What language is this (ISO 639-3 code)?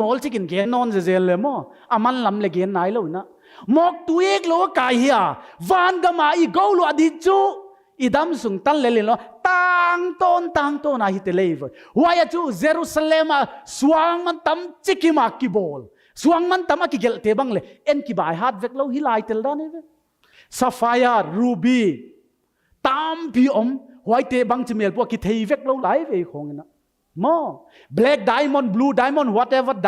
pck